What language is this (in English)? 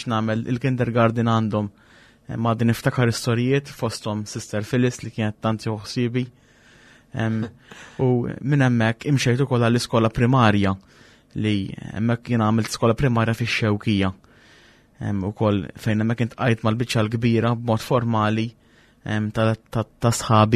Maltese